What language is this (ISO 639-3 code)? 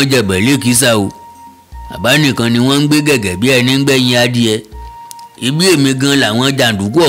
yor